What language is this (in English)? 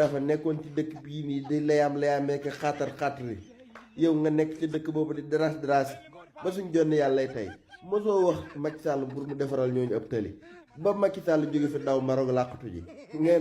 Wolof